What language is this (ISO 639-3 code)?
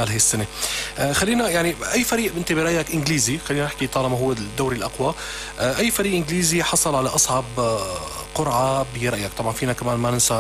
apc